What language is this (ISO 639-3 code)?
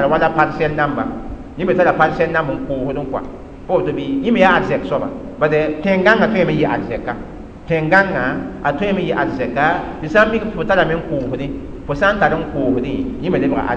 mos